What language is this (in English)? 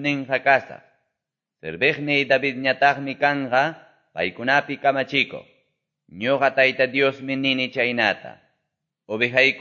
Quechua